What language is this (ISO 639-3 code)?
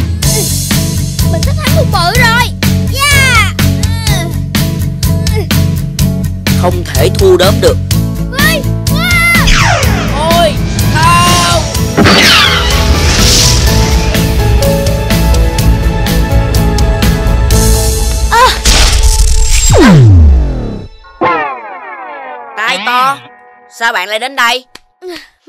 vie